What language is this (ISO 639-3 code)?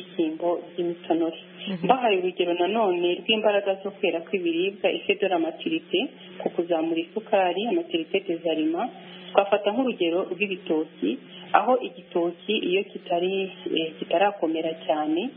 kin